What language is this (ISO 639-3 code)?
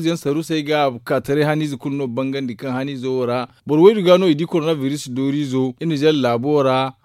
dje